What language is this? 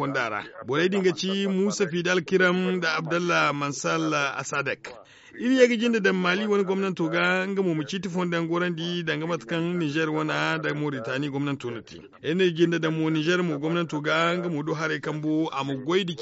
Zarma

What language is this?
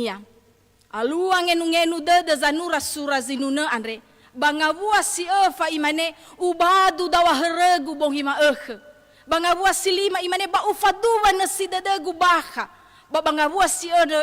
Nias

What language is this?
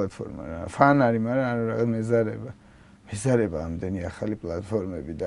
Georgian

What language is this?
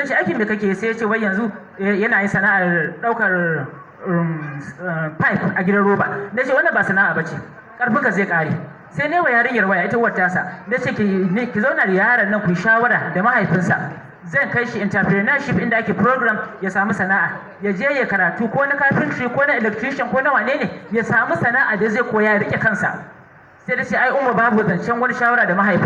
Hausa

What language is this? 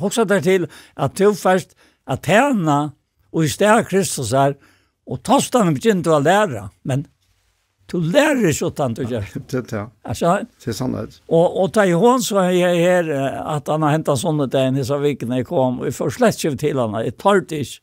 Faroese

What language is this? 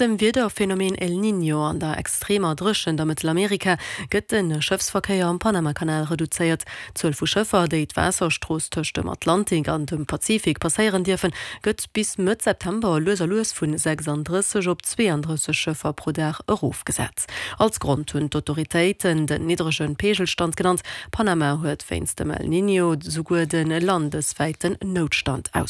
Luxembourgish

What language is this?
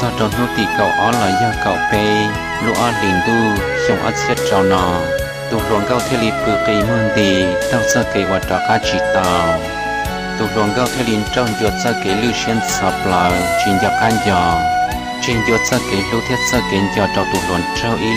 Hmong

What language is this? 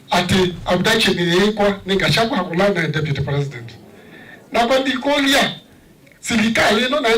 Kamba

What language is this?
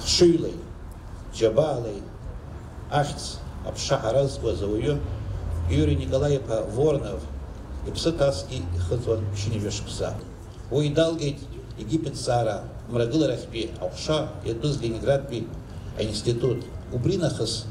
Abkhazian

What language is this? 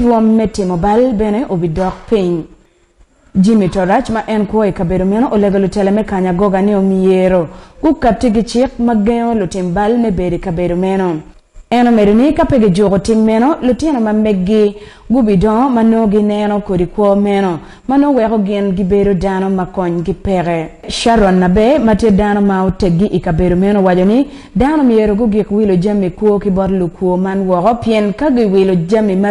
Acoli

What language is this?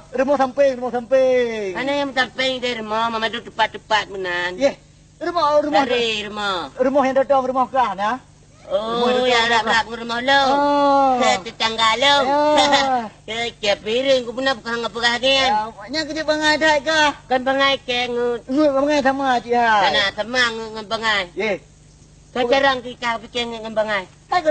Achinese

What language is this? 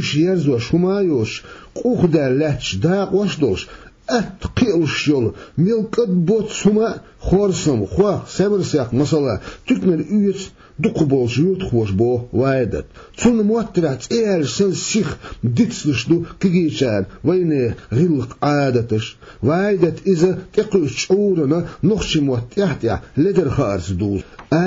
Chechen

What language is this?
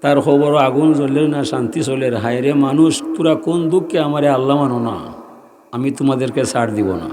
Sylheti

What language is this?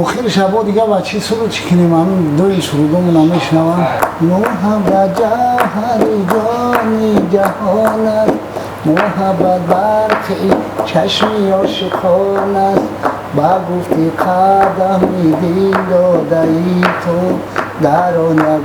Tajik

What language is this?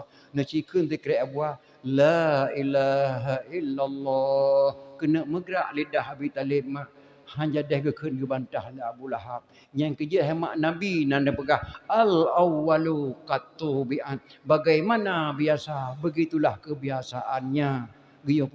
Achinese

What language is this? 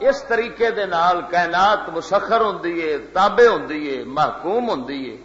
Western Panjabi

